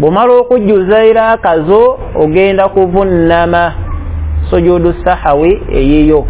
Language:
Ganda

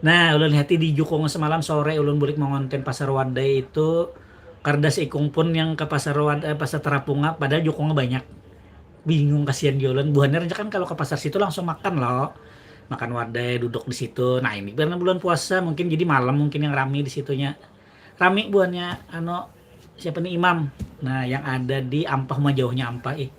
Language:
Banjar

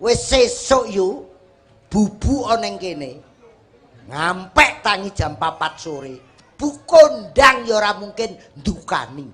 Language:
Javanese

